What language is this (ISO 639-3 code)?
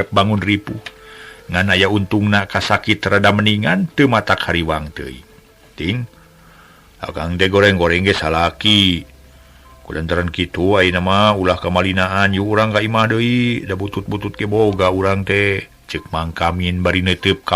sun